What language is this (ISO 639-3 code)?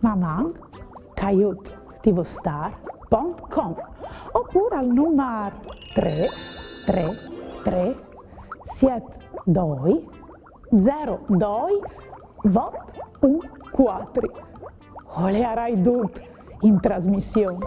fur